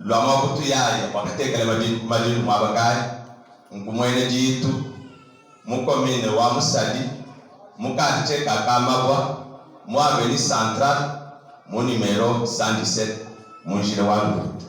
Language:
Luba-Lulua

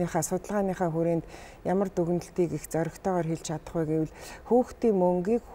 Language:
Mongolian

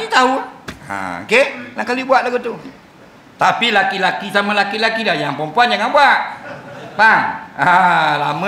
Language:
Malay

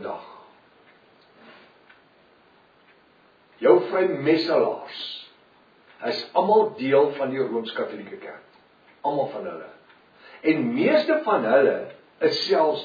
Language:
Afrikaans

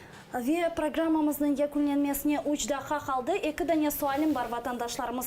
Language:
Crimean Tatar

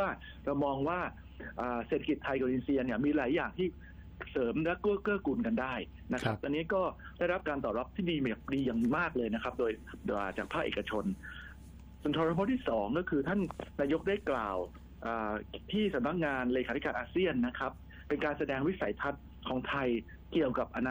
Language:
Thai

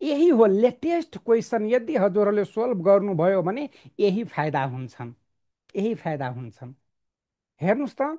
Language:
Nepali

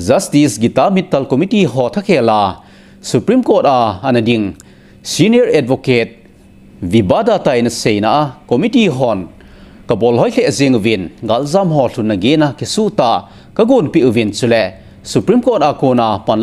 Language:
Thado Chin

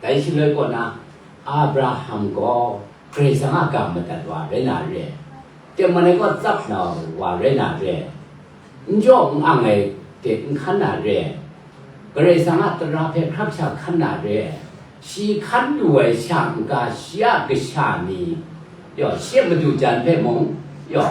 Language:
Kachin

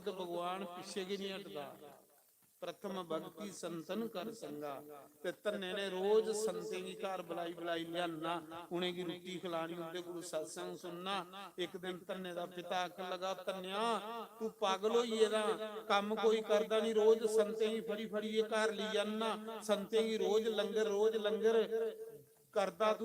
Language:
Dogri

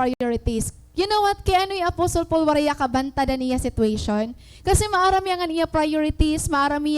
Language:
Waray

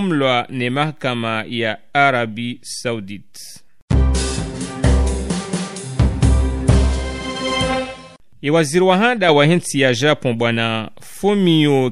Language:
Swahili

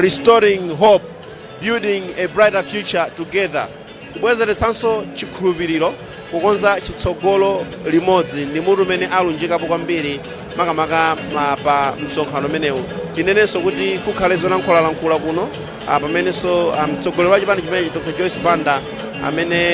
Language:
Nyanja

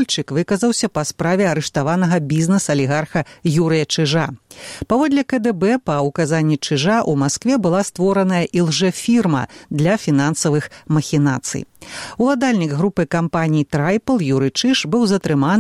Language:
Belarusian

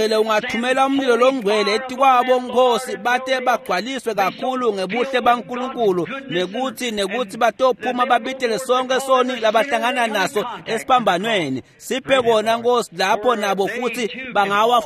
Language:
Swati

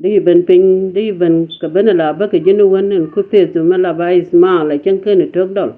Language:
Nuer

